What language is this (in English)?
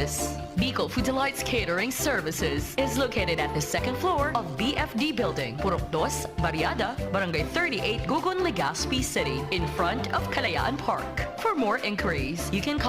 Bikol